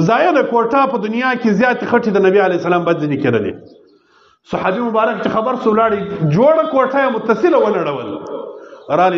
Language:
Pashto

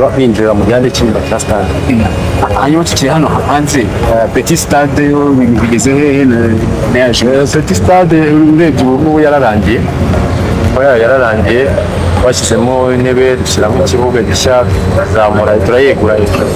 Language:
Kinyarwanda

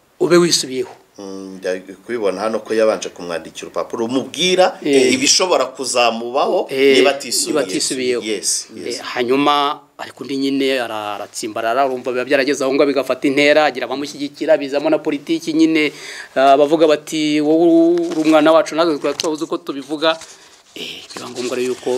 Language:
Kinyarwanda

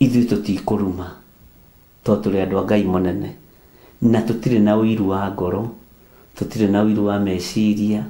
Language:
Kikuyu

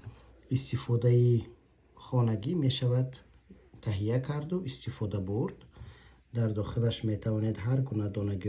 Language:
Tajik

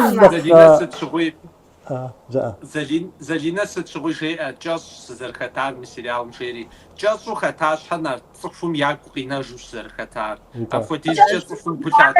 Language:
Kabardian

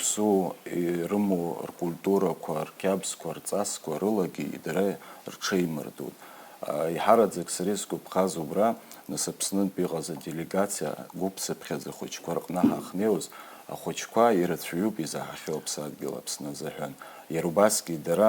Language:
Abkhazian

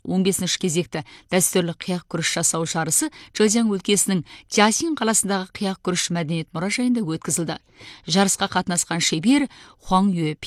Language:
Kazakh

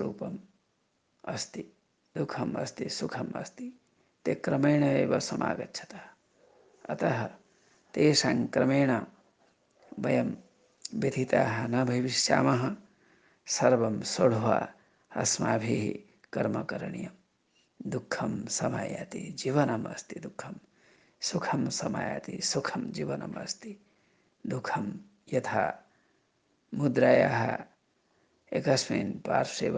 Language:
Sanskrit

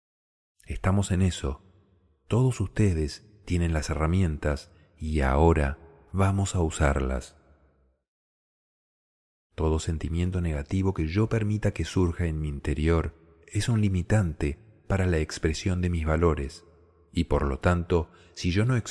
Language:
Spanish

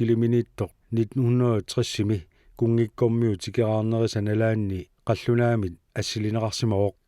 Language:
Kalaallisut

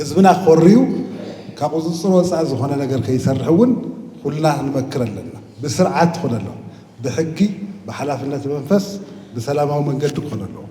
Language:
Tigrinya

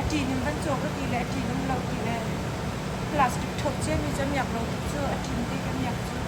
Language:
Hakha Chin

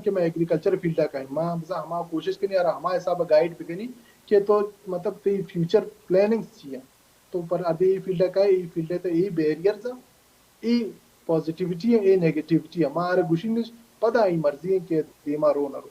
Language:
Baluchi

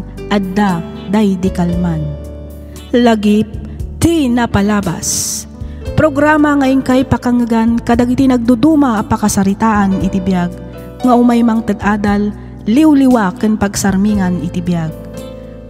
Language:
Iloko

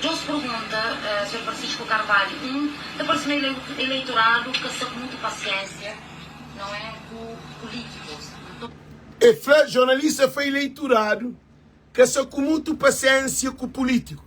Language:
Kabuverdianu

